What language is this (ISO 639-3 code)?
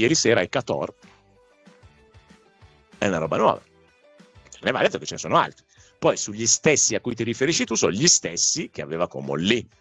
ita